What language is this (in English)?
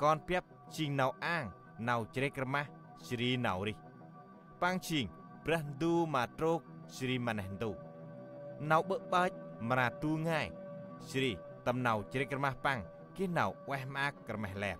Central Mnong